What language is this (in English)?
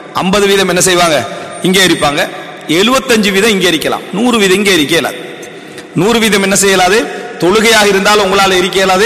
Tamil